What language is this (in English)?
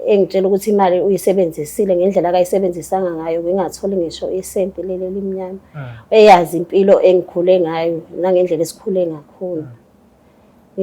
Zulu